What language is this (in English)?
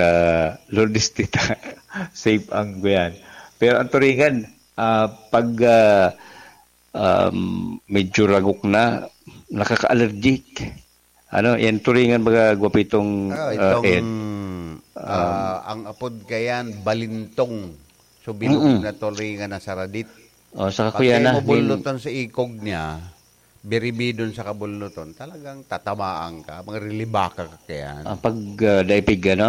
Bikol